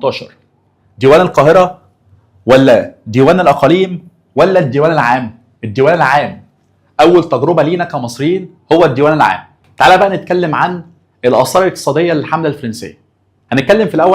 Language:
Egyptian Arabic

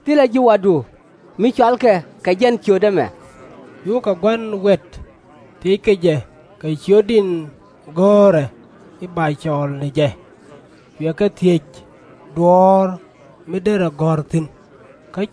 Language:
Nuer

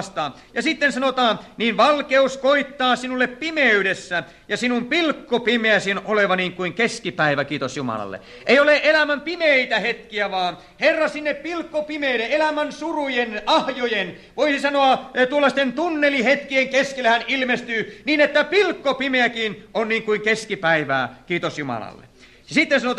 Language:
Finnish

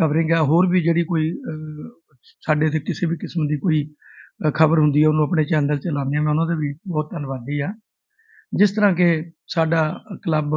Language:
Punjabi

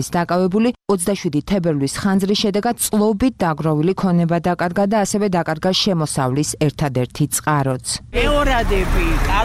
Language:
Georgian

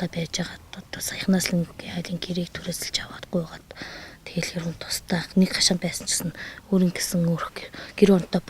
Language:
Mongolian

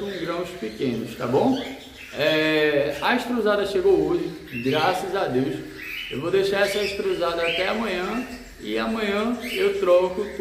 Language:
Portuguese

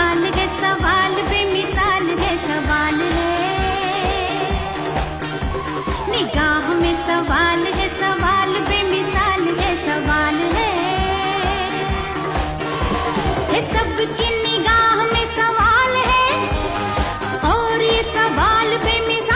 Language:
Hindi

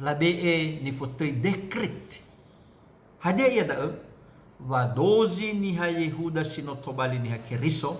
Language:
Nias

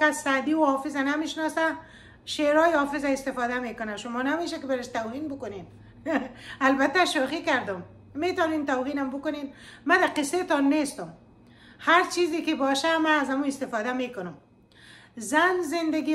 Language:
Persian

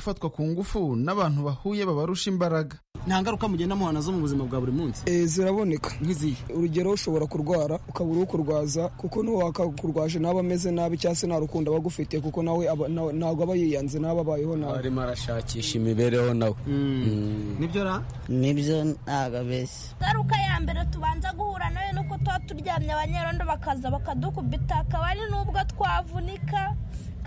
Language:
Kinyarwanda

